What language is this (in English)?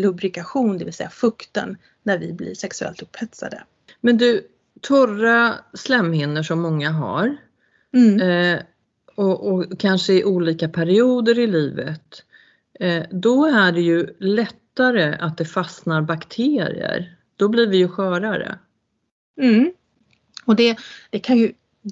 Swedish